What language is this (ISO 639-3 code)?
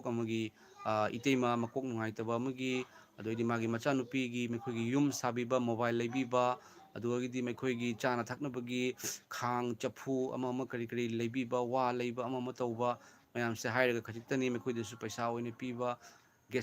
mni